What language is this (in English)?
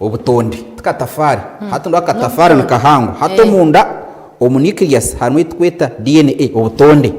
Nyankole